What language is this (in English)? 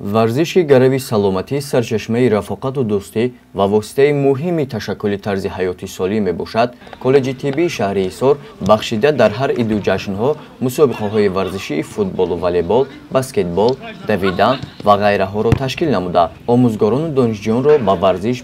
Tajik